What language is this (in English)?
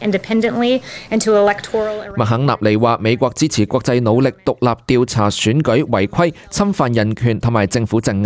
Cantonese